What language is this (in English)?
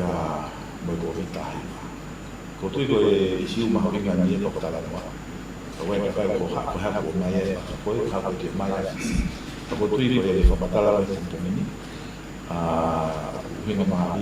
Tongan